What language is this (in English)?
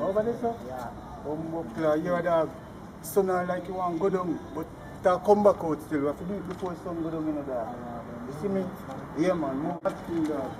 Jamaican Creole English